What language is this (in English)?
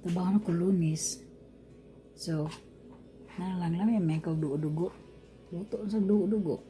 Cebuano